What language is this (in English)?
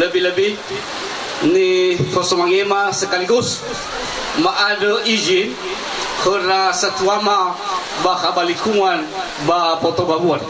Nias